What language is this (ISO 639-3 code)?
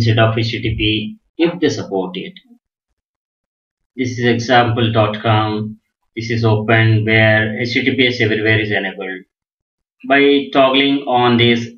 eng